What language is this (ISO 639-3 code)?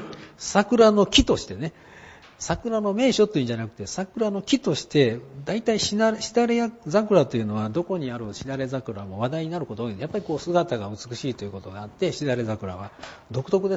jpn